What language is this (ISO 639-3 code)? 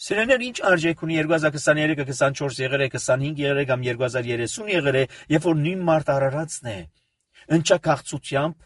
hye